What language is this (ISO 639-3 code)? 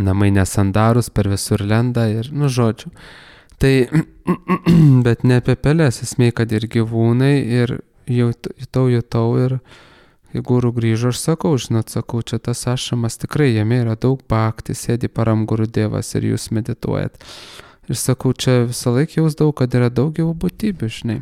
lit